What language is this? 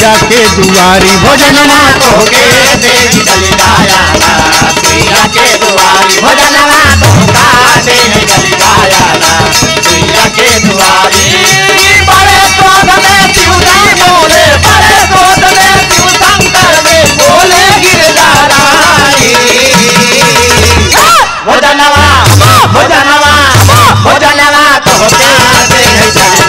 Bhojpuri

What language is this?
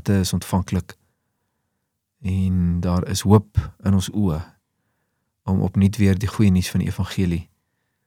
Afrikaans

